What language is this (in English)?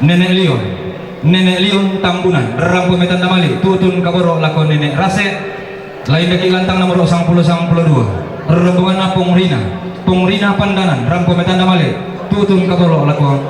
Toraja-Sa'dan